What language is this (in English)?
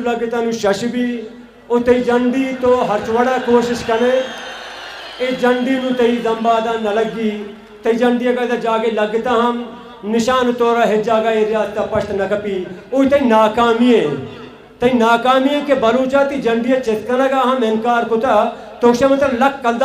Baluchi